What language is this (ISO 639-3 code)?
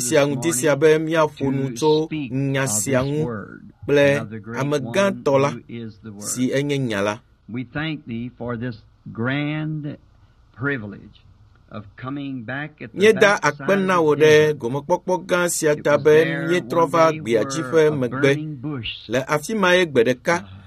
ewe